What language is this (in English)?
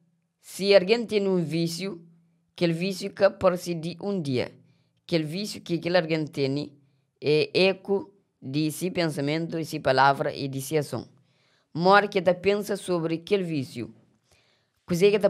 Kabuverdianu